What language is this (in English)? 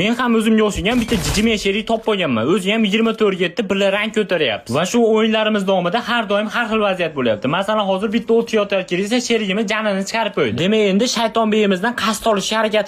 Uzbek